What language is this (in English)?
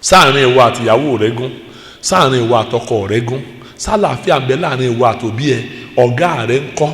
Yoruba